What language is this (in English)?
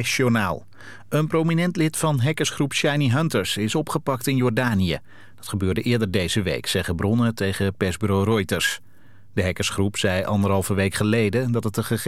Dutch